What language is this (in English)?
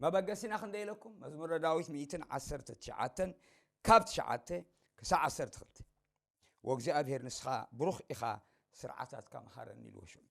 Tigrinya